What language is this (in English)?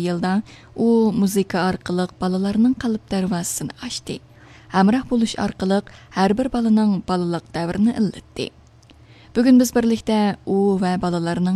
Uyghur